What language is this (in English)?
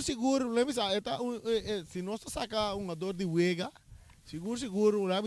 Papiamento